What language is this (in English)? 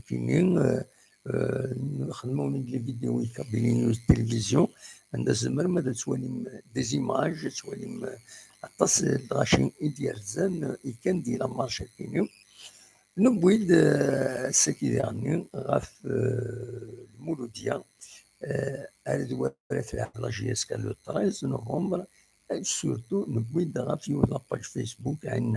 Kabyle